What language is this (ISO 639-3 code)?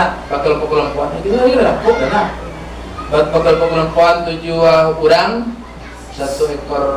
min